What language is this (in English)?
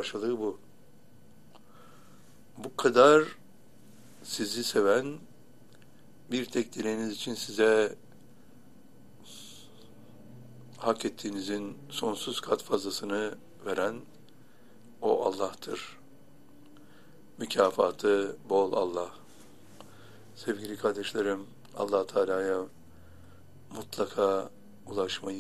Turkish